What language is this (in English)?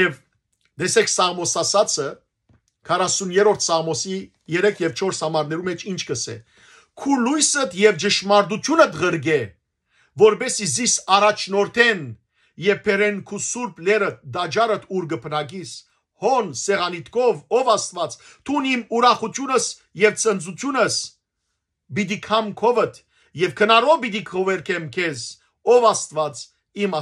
Western Armenian